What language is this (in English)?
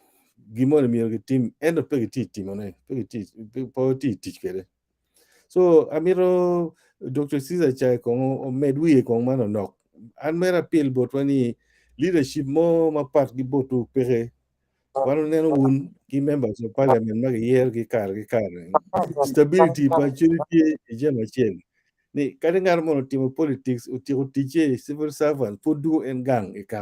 Acoli